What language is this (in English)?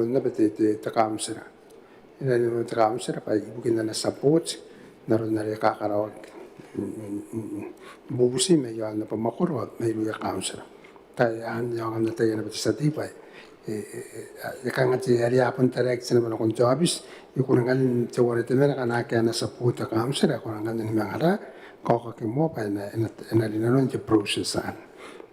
Gilbertese